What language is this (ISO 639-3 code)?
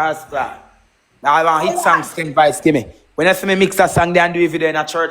jam